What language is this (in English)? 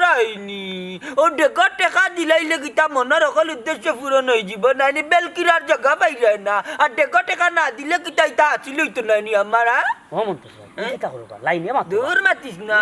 Sylheti